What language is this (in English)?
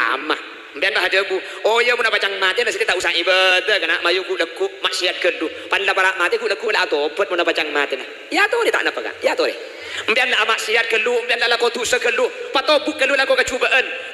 Madurese